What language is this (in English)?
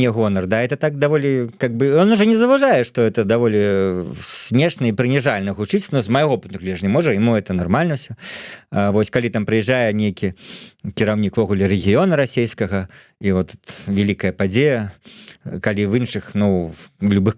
Belarusian